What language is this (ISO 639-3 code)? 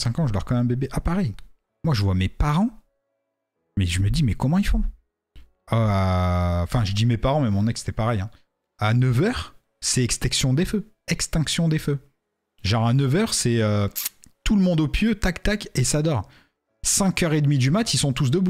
fra